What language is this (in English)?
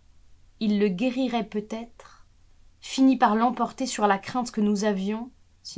French